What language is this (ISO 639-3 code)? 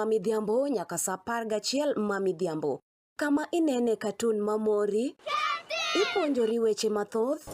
luo